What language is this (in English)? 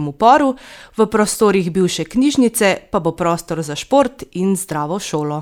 Slovenian